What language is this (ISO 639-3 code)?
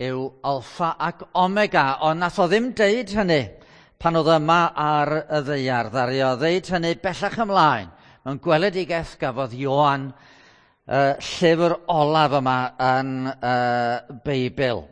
cym